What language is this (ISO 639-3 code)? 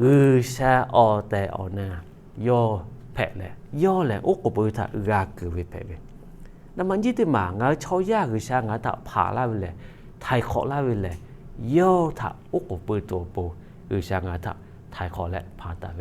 lhu